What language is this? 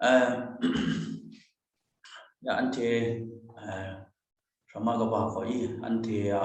Kachin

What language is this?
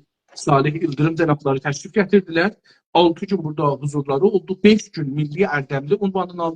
South Azerbaijani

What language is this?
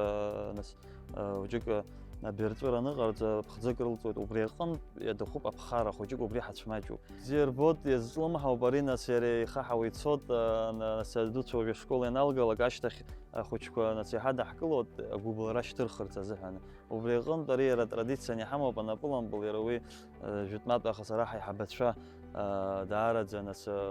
Abkhazian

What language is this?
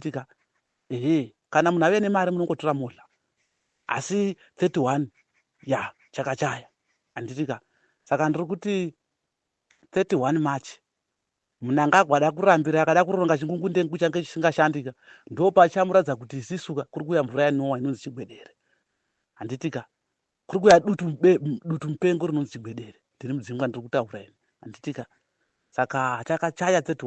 Shona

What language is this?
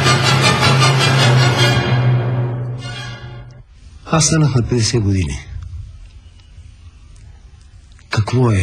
Bulgarian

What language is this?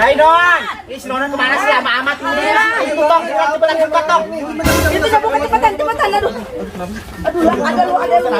Betawi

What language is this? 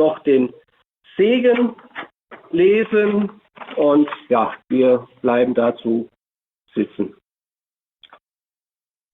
German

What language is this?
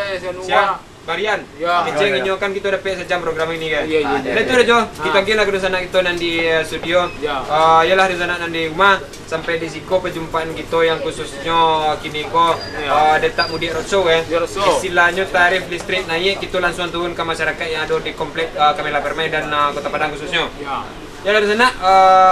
Minangkabau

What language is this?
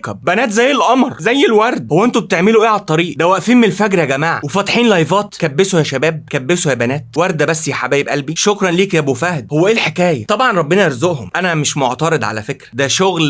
Egyptian Arabic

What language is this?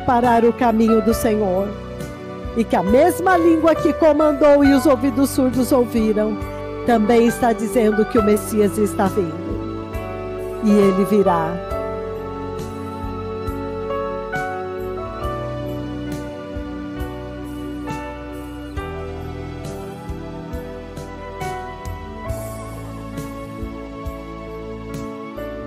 Portuguese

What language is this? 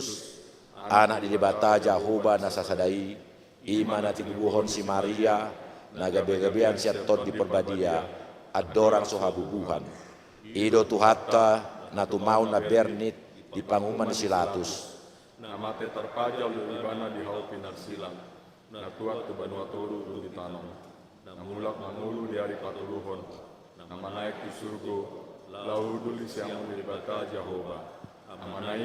Batak Toba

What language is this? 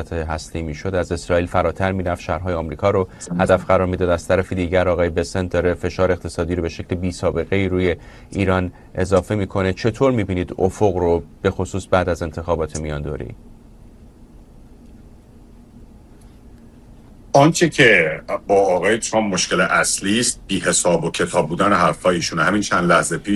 Persian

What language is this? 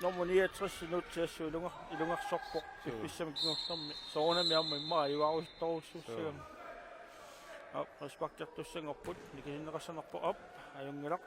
Kalaallisut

